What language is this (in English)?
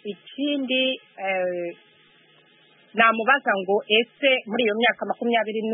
Kinyarwanda